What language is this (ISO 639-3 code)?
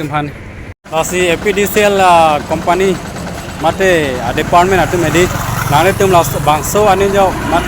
mjw